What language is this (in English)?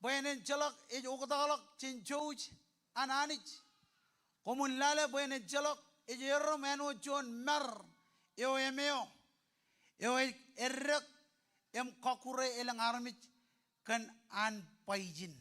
Marshallese